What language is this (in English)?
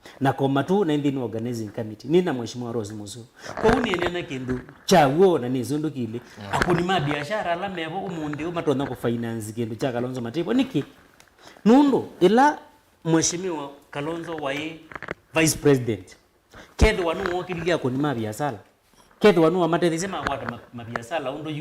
Kamba